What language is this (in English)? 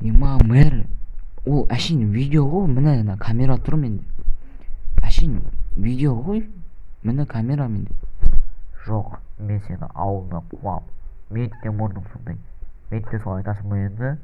Kazakh